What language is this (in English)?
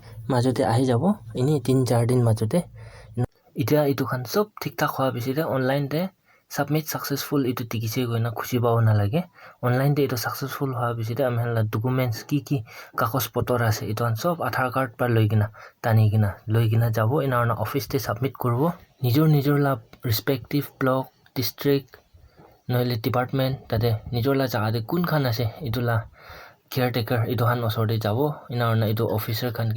Naga Pidgin